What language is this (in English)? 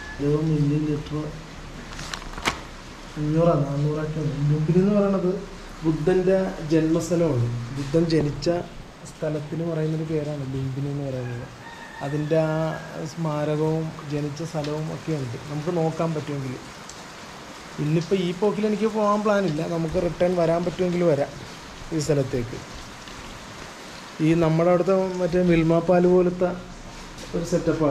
Malayalam